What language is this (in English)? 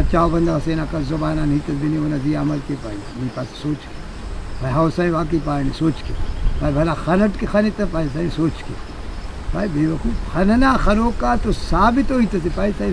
Brahui